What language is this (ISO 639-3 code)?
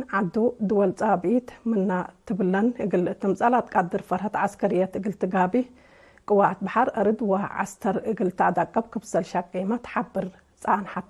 tig